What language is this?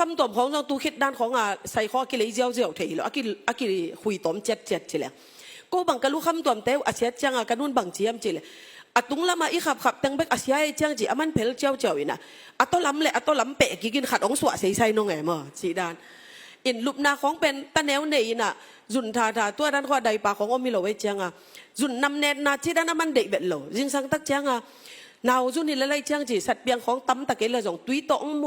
Tedim Chin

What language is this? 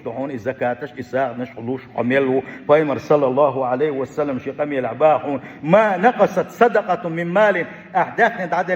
Chechen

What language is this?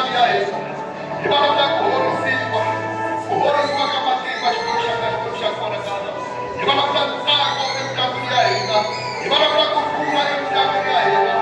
Tsonga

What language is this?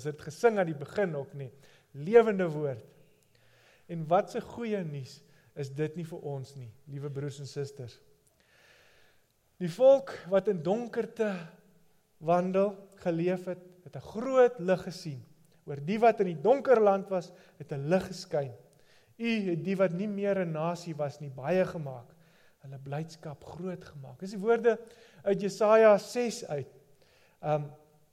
Afrikaans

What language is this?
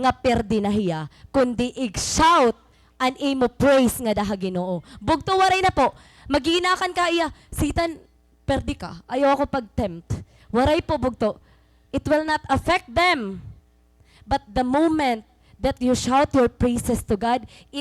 Waray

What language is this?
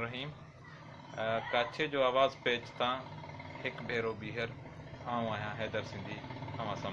Sindhi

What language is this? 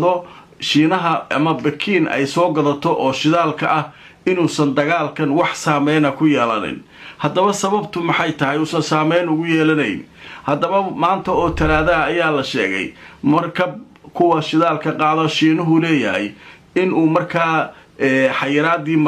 Somali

